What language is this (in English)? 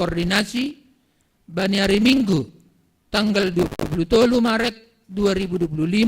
Batak Simalungun